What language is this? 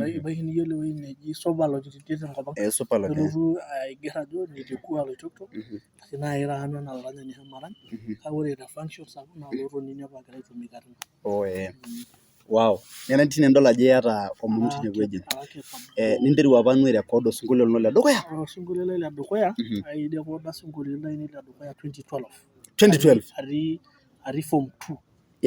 Masai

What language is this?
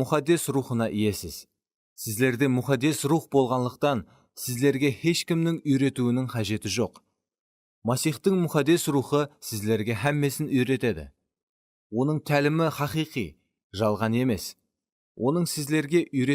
Kara-Kalpak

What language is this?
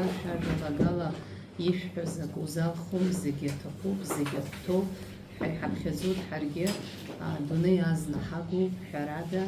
Abkhazian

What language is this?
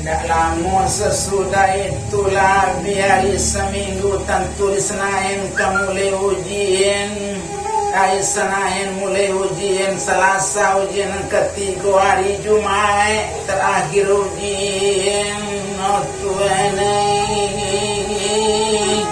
Minangkabau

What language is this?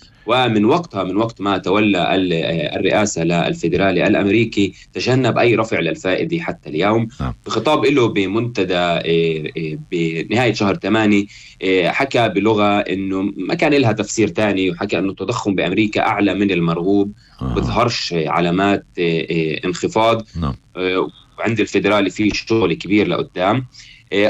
North Levantine Arabic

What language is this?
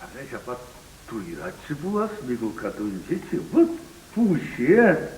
Chuvash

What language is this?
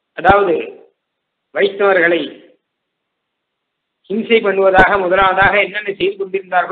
Tamil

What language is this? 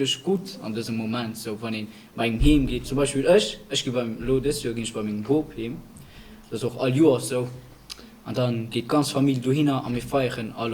Luxembourgish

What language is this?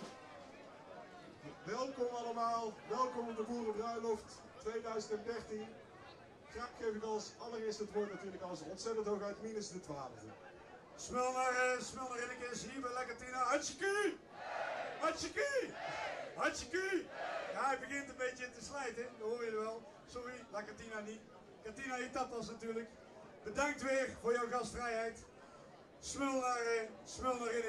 Dutch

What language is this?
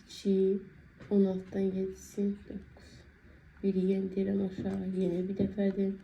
Azerbaijani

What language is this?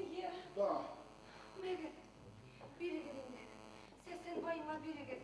Bashkir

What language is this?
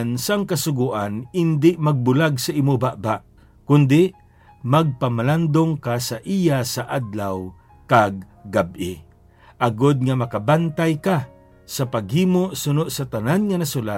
Hiligaynon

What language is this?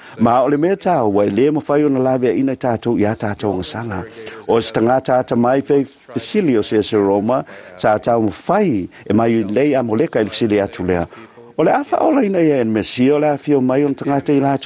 Samoan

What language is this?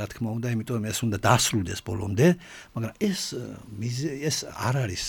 Georgian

